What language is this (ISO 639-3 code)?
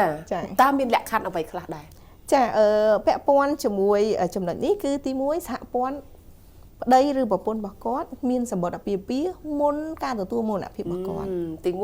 khm